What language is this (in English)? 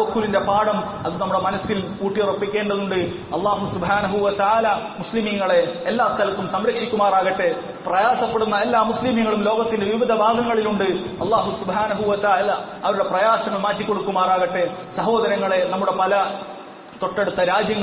Malayalam